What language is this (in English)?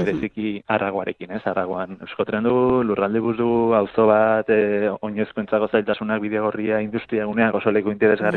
Basque